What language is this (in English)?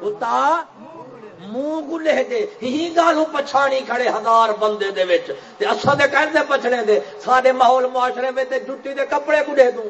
Saraiki